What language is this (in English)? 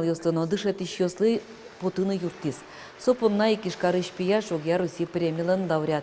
Udmurt